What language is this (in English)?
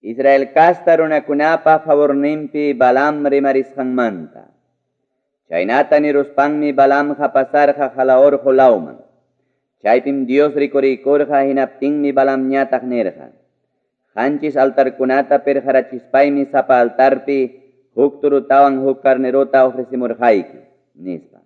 Ayacucho Quechua